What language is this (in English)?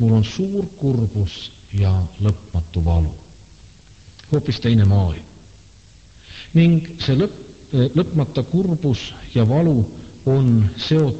Estonian